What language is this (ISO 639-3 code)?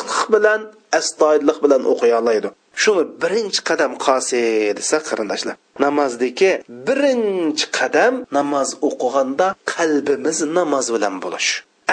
uig